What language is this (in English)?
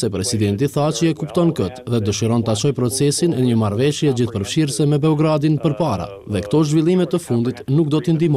Albanian